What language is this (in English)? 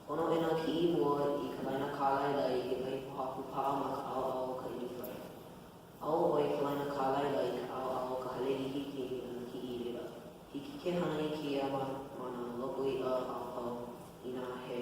Hawaiian